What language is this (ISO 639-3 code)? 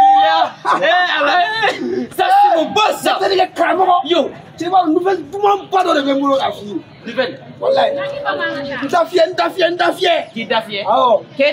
bam